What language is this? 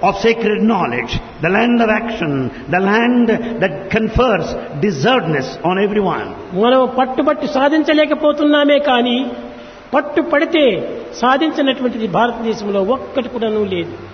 Telugu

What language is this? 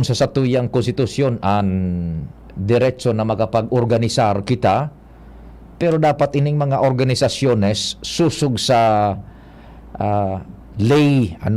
Bikol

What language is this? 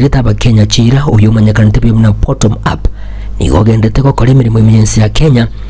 Gusii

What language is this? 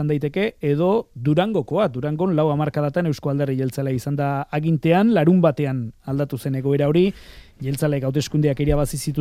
Basque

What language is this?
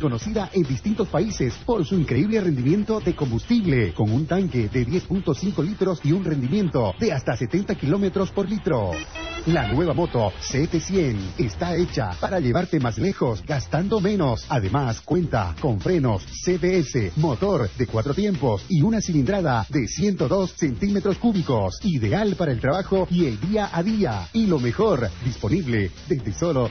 Spanish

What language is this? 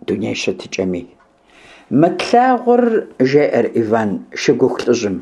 Kabardian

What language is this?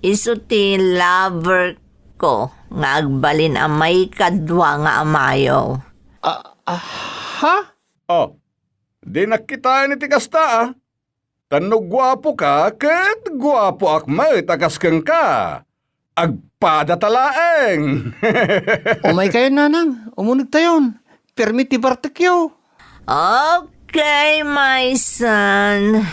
Iloko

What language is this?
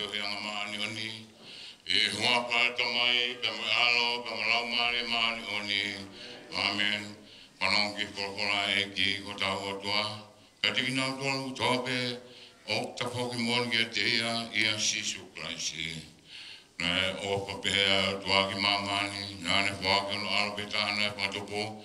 Tongan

